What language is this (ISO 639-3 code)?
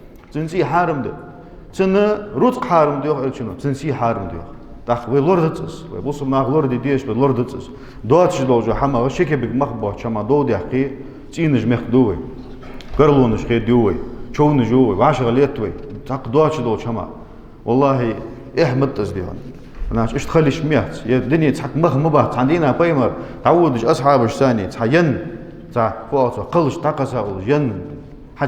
inh